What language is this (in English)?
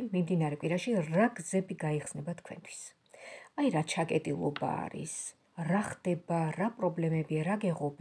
Georgian